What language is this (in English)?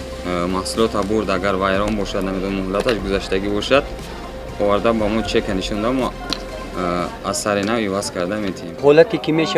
Tajik